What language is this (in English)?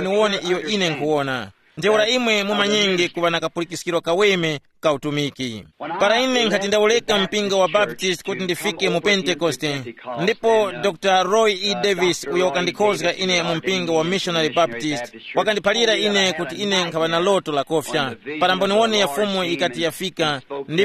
Tumbuka